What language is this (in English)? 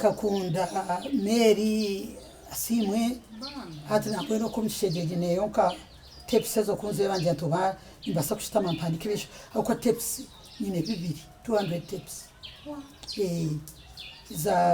Nyankole